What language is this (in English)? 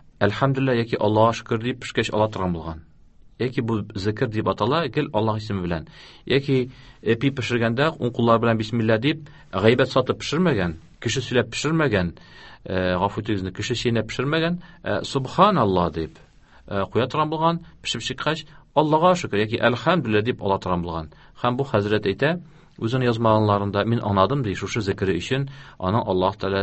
Tatar